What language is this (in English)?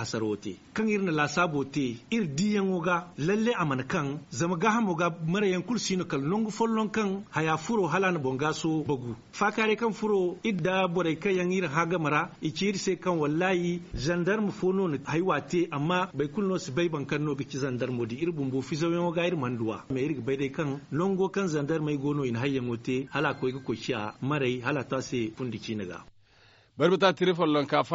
Zarma